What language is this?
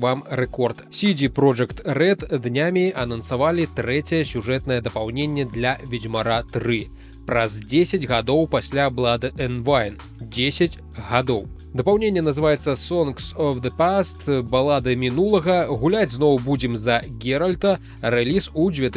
Belarusian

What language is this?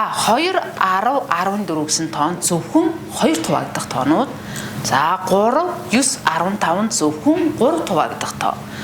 Mongolian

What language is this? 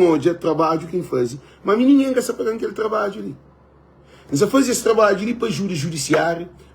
Kabuverdianu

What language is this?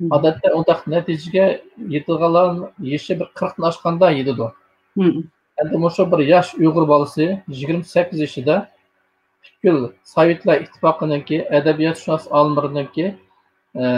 Uyghur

